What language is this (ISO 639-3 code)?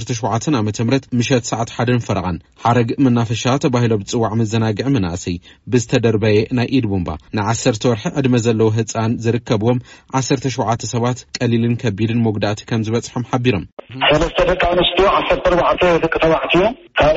tir